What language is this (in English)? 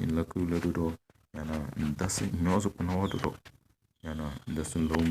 Tem